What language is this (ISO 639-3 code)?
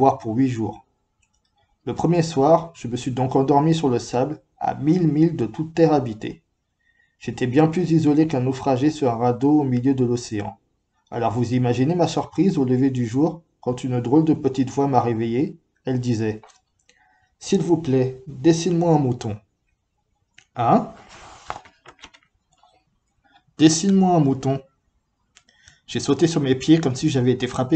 fra